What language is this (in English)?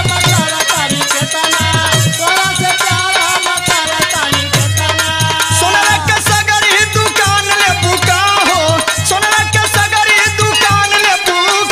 Bhojpuri